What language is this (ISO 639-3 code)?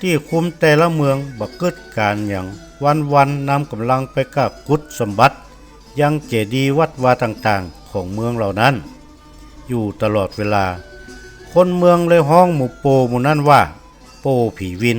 nod